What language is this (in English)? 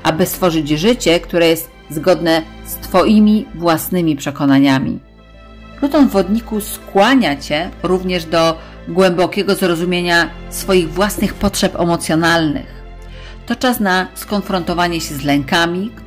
Polish